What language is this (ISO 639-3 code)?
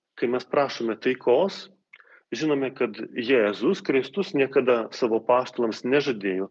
lit